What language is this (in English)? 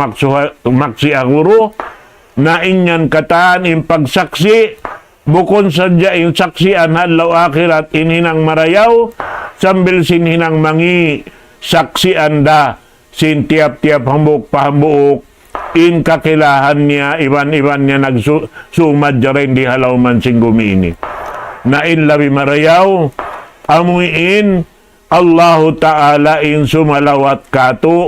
Tausug